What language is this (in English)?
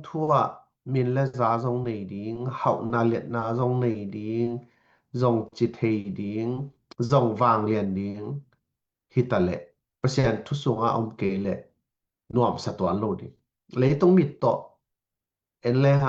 Tedim Chin